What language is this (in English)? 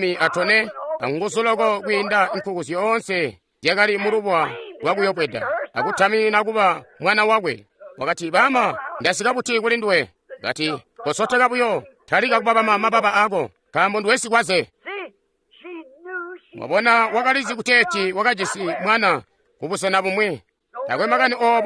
Tonga (Zambia)